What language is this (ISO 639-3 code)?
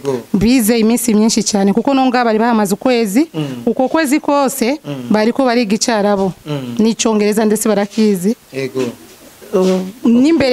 run